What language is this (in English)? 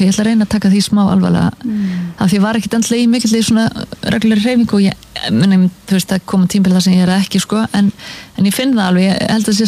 Icelandic